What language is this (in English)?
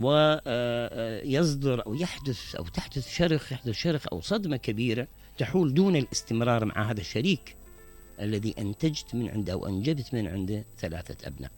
Mesopotamian Arabic